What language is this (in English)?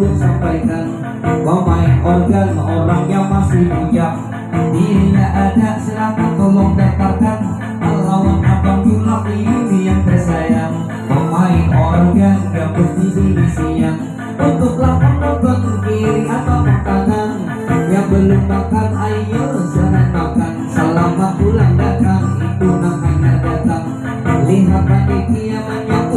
Banjar